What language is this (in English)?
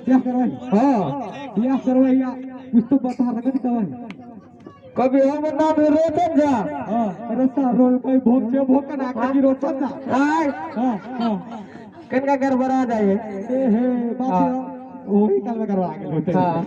Maithili